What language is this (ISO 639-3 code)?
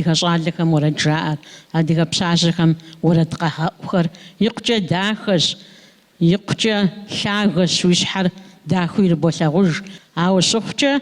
kbd